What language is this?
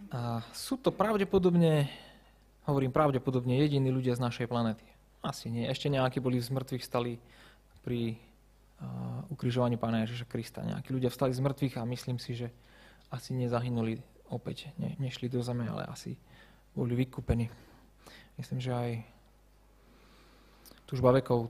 Slovak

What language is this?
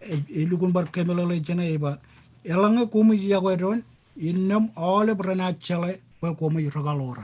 Marshallese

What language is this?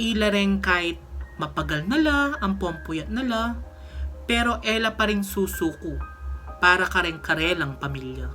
Pampanga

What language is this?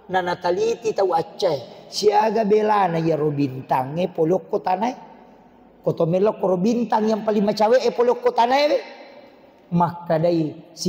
Buginese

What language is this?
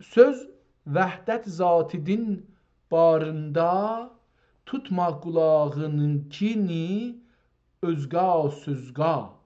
South Azerbaijani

